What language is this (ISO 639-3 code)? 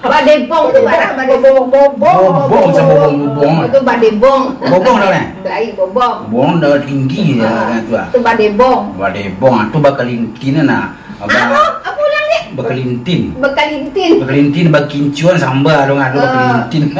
min